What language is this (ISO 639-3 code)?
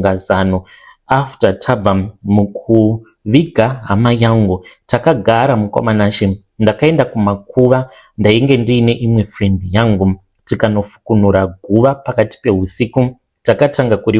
sna